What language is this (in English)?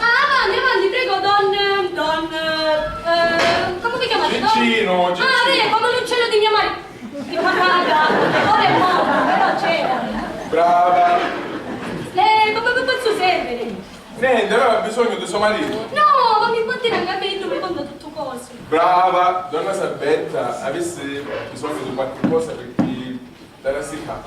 Sicilian